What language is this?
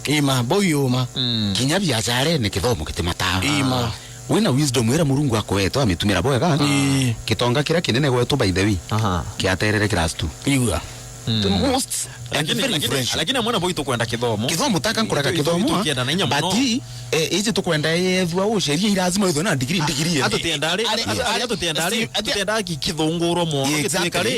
Meru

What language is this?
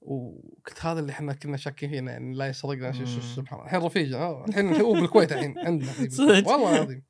Gulf Arabic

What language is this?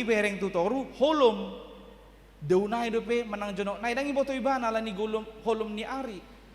Batak Toba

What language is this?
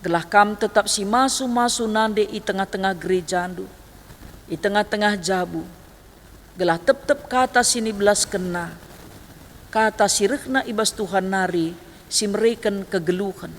Batak Karo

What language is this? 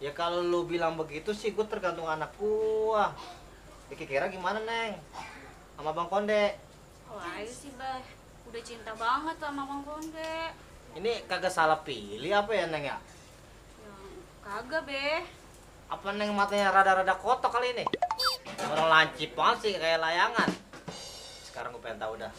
Betawi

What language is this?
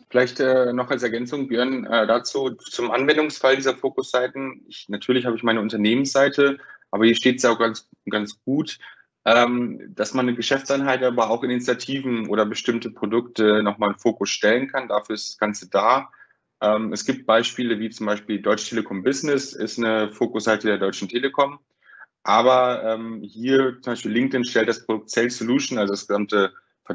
German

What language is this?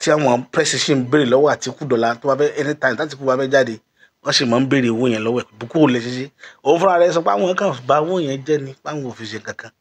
Yoruba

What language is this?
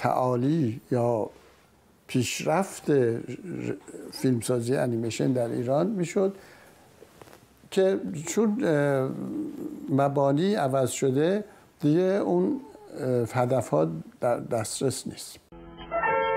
Persian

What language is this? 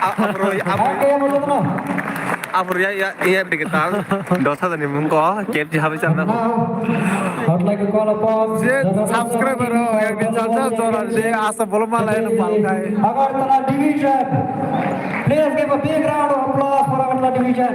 Kok Borok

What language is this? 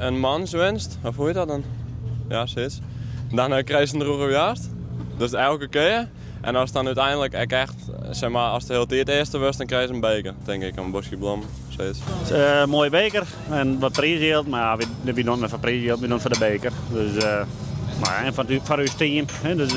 Western Frisian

